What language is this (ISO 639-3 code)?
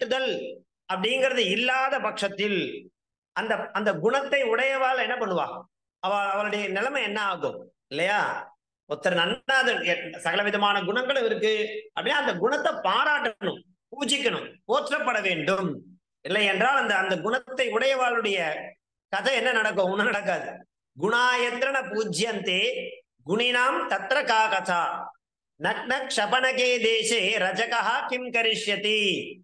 tam